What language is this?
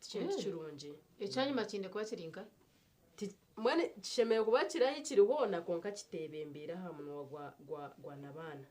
Nyankole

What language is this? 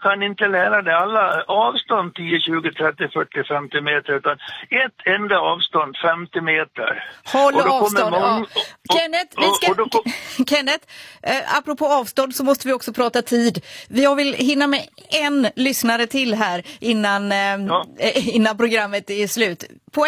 Swedish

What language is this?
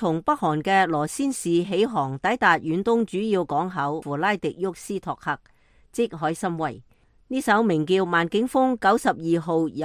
Cantonese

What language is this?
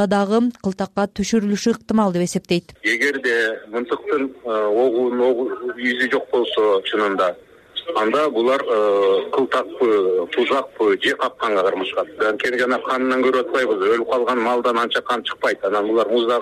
Kyrgyz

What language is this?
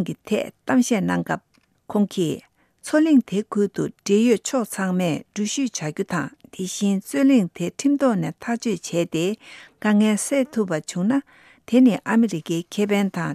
Tibetan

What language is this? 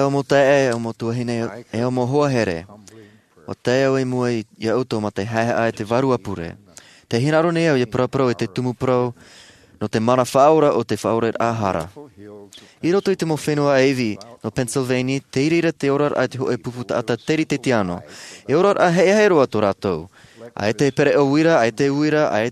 Tahitian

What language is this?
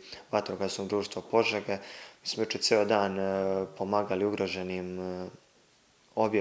Serbian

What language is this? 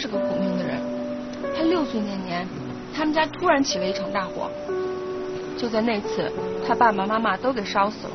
Chinese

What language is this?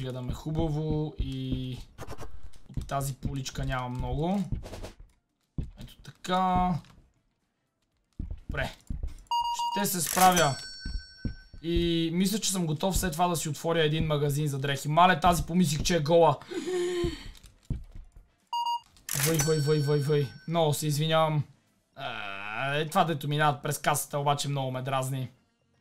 Bulgarian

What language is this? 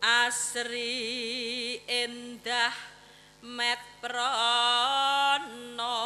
Javanese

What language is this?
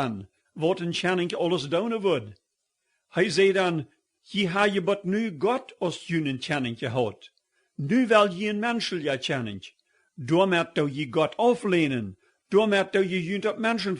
Plautdietsch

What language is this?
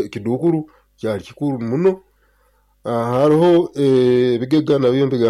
Nyoro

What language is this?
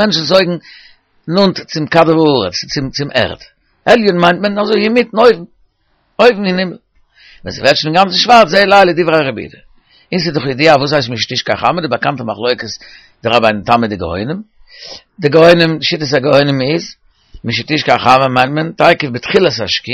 Yiddish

